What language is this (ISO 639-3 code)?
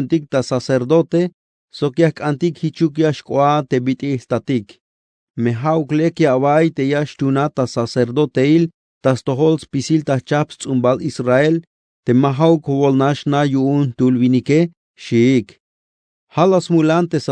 tzh